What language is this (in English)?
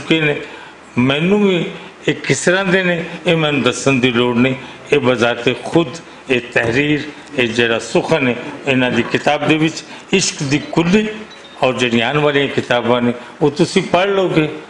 Western Panjabi